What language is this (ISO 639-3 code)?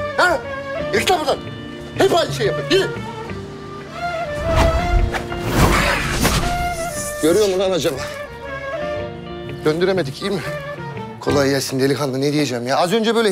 tur